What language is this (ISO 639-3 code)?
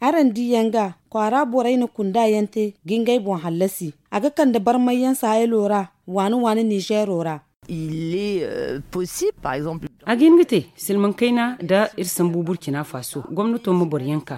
dje